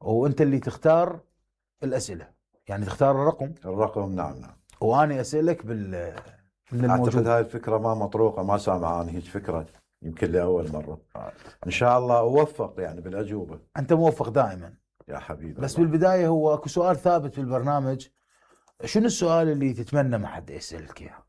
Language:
Mesopotamian Arabic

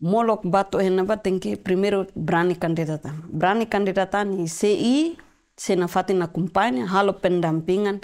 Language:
Tetum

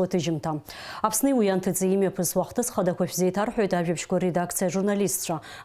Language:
Abkhazian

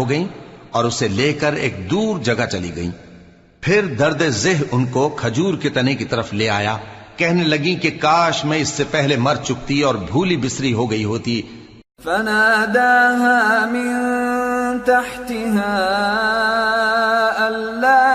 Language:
Urdu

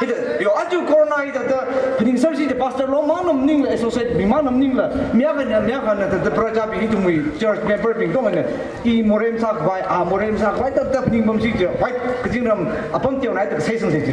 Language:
Tangkhul Naga (India)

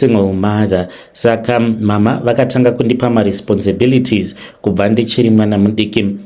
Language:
Shona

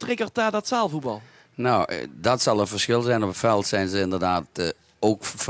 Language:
Dutch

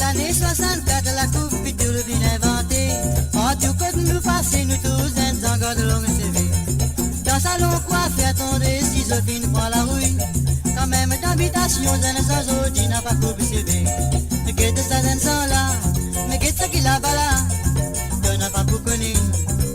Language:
Morisyen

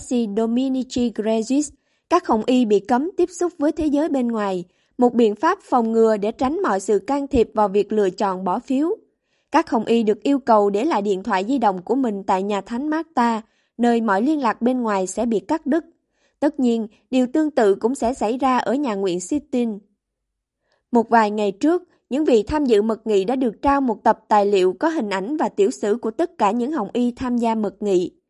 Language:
Vietnamese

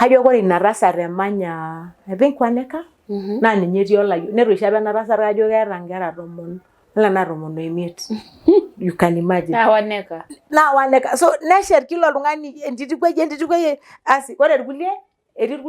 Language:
Masai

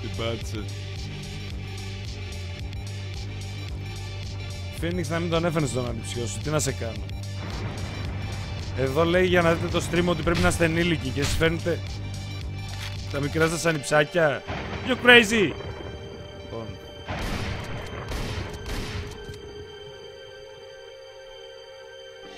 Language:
Greek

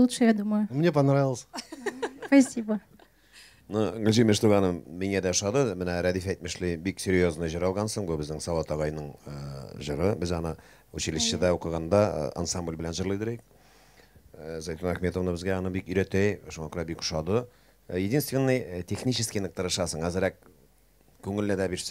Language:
Bashkir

